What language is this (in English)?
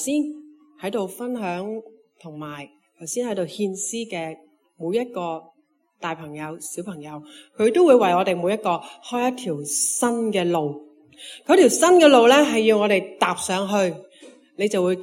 Cantonese